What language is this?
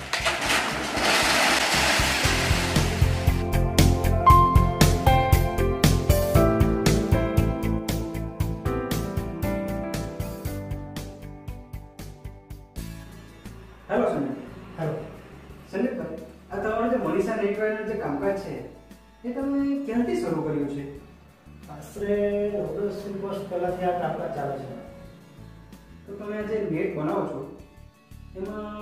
Gujarati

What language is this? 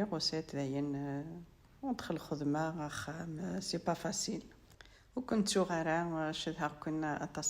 Kabyle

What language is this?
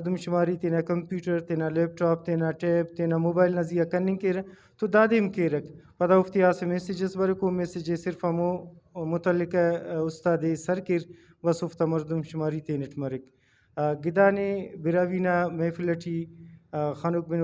Brahui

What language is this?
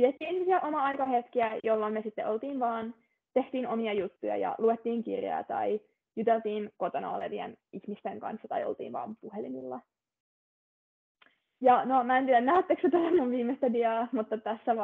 Finnish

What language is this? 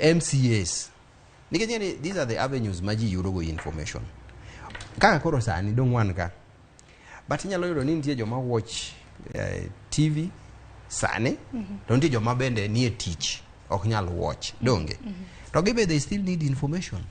Luo (Kenya and Tanzania)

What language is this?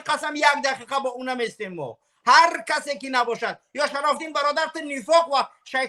Tajik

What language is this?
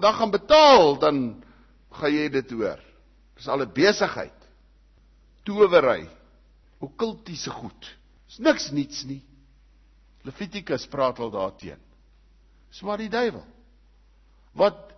Afrikaans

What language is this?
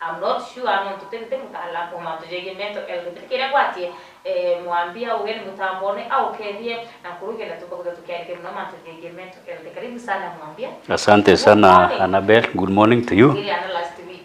Meru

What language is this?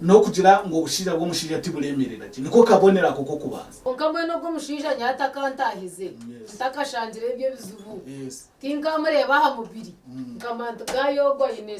Nyankole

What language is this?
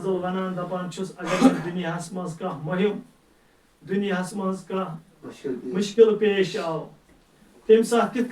Kashmiri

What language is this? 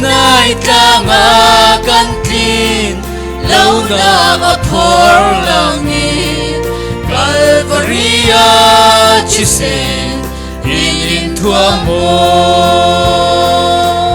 Falam Chin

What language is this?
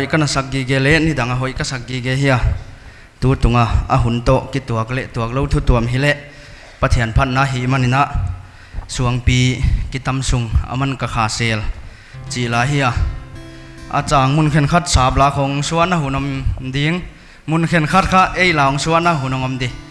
Paite Chin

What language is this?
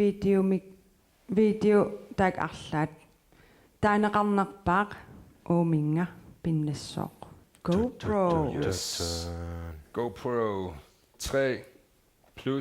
Kalaallisut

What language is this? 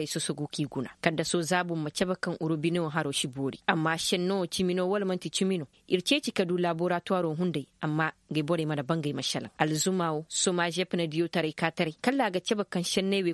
Koyraboro Senni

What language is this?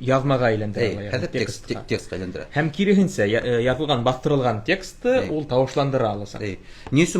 Bashkir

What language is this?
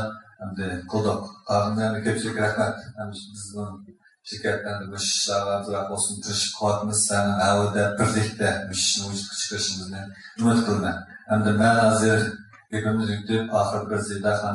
Uyghur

